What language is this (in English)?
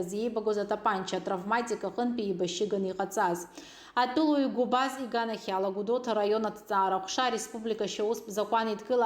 Abkhazian